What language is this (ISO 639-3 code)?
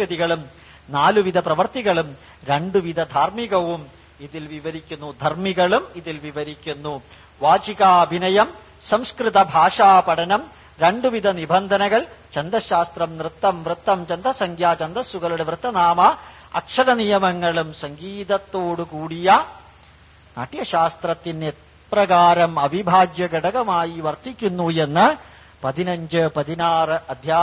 mal